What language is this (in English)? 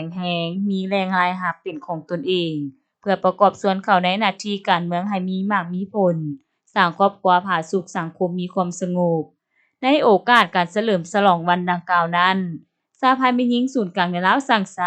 Lao